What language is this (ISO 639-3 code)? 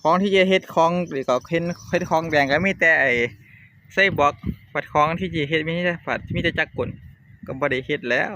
tts